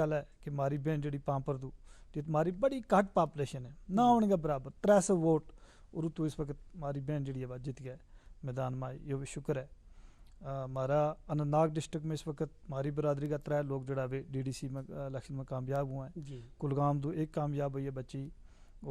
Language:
Gujari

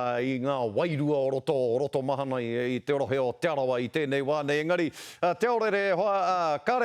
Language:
Māori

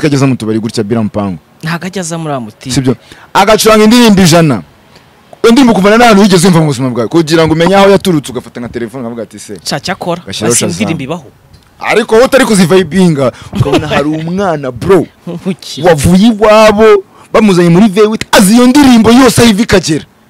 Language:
Kinyarwanda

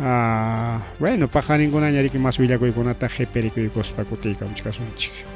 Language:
Ayacucho Quechua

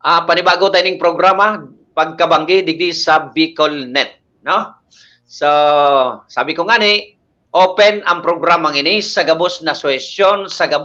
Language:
Bikol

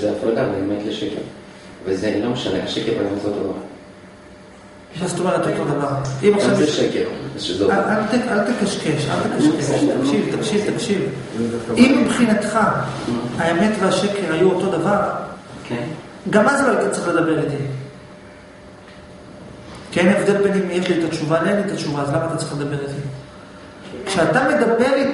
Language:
Hebrew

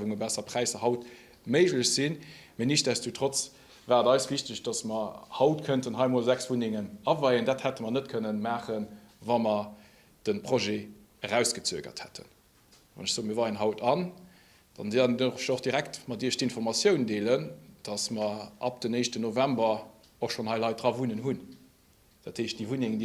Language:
Luxembourgish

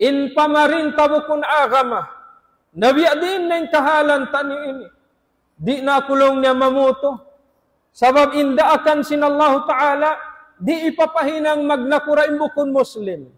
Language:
Tausug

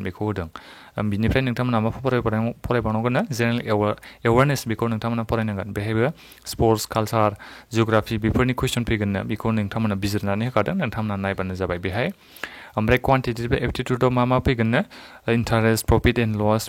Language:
Bodo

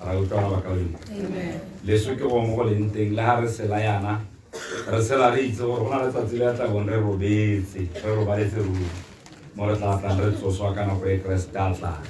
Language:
Tswana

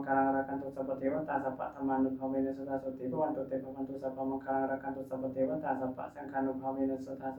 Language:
Pali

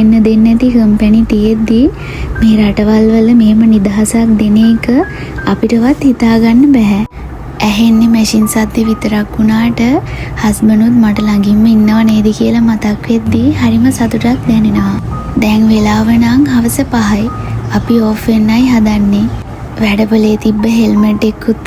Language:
Sinhala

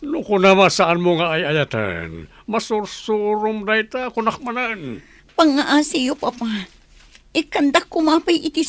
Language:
Iloko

